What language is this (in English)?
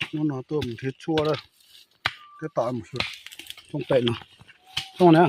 Hmong